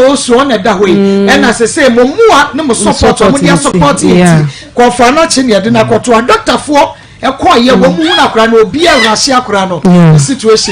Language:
Akan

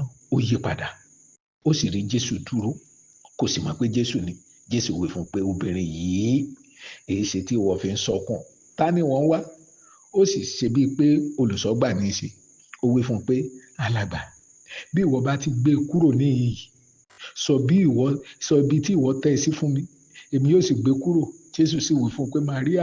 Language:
Yoruba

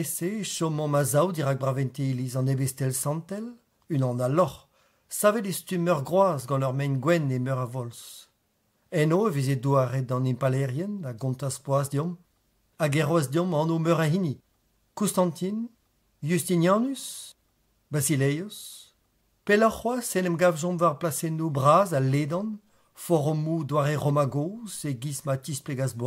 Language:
Breton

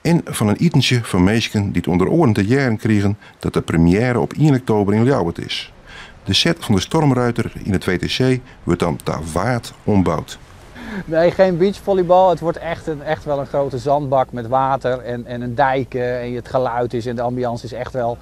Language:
Western Frisian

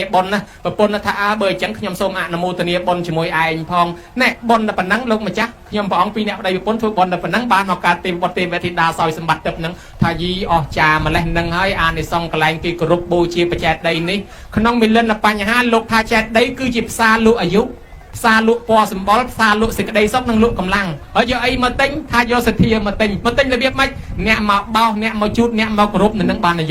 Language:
Khmer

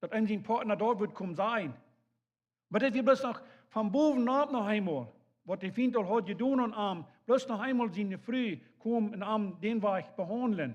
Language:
Plautdietsch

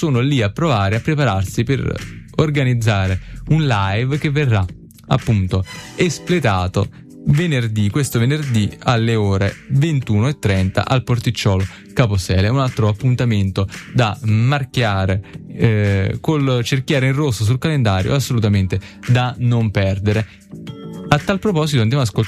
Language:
Italian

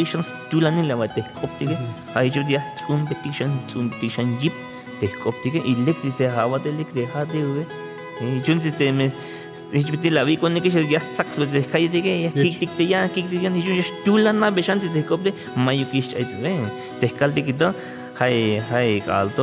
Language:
Tzeltal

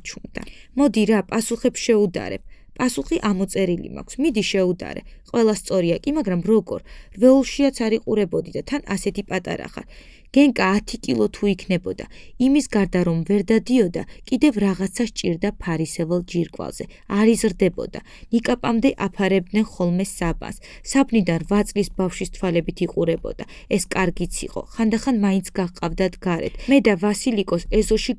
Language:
Georgian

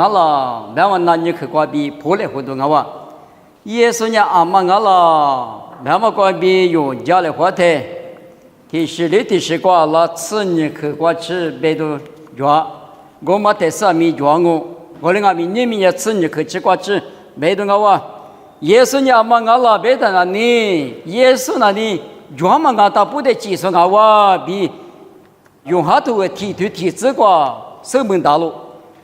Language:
Lisu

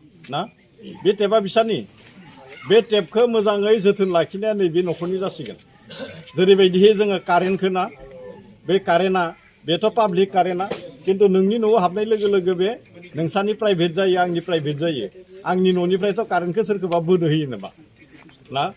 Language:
Bodo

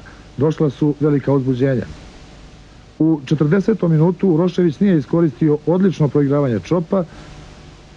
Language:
Serbian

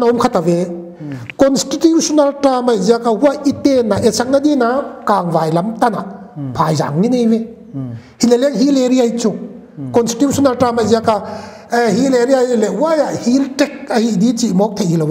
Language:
Paite Chin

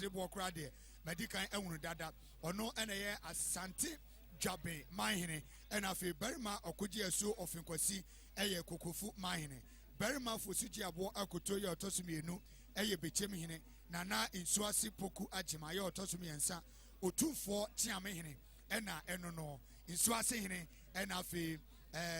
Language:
Akan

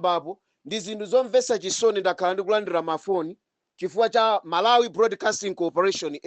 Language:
Nyanja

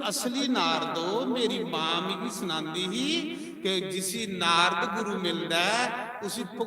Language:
Dogri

